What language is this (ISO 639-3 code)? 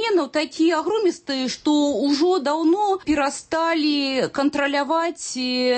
bel